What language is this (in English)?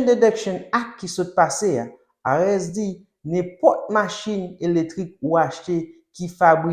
Haitian Creole